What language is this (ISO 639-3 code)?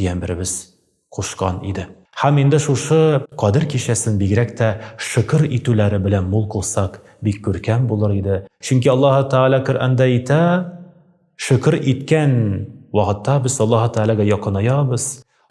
tat